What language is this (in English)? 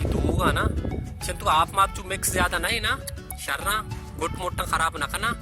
Baluchi